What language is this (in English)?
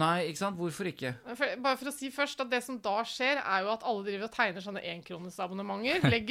Norwegian